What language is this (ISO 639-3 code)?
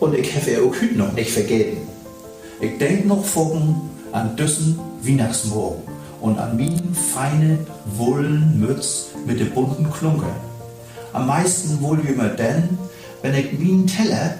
nds